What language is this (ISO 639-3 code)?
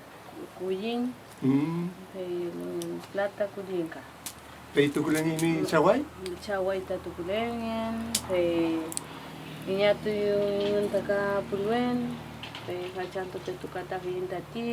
arn